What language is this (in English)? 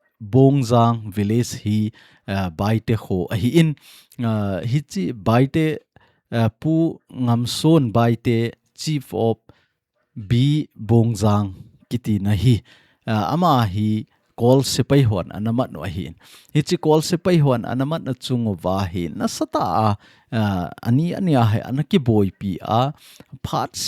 Thado Chin